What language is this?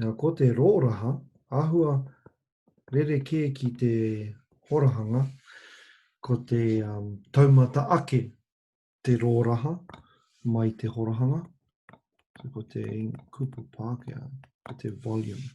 Māori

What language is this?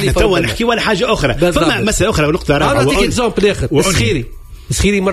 Tunisian Arabic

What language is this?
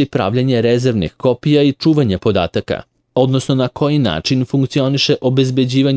Serbian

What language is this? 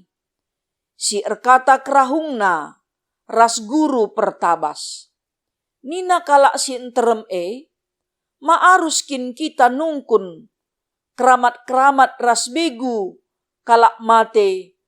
Batak Karo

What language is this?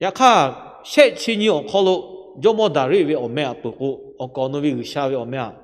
Lahu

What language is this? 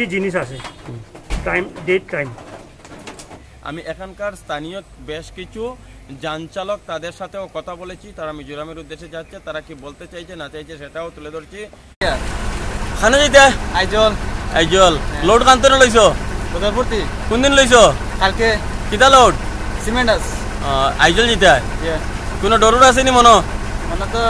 Bangla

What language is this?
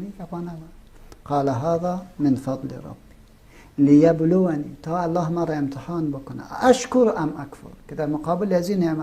Persian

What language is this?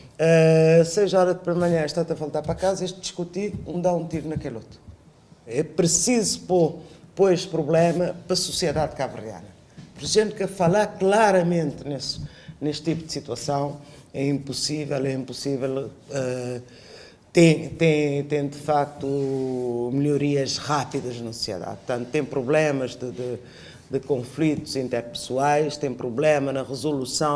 Kabuverdianu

